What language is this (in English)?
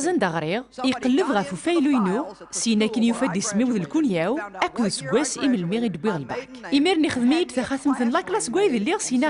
Kabyle